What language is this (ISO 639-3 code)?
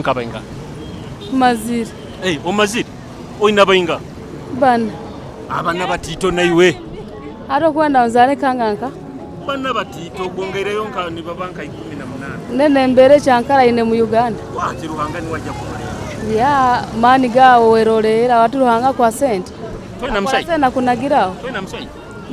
nyo